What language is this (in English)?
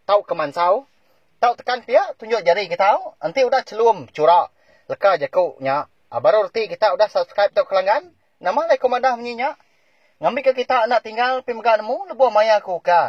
Iban